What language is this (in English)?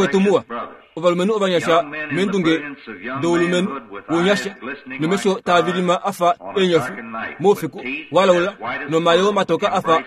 Kuanyama